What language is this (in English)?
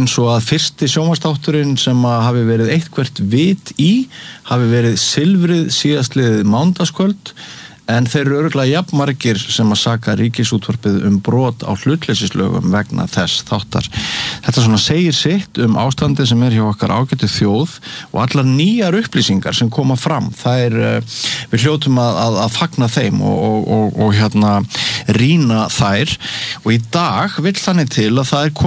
Icelandic